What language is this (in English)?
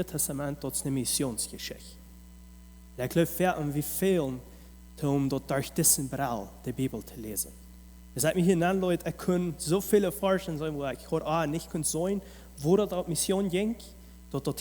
Plautdietsch